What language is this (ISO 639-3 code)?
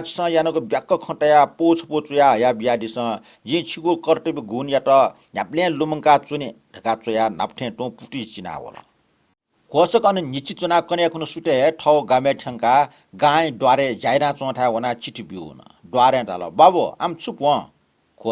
new